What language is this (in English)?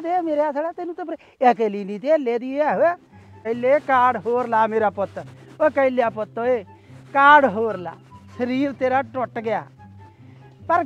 Punjabi